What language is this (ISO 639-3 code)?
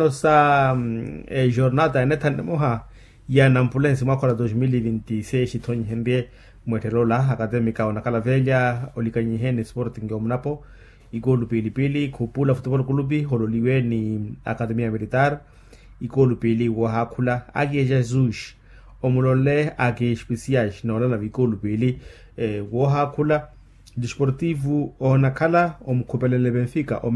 vmw